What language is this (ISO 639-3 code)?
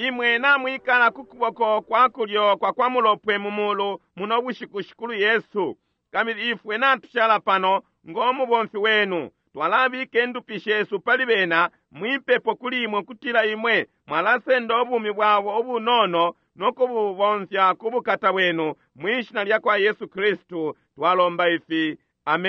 bem